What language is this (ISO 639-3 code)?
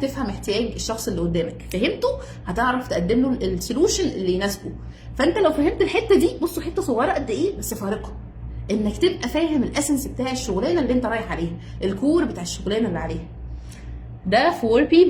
arz